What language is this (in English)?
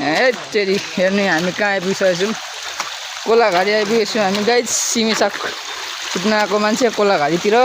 Nepali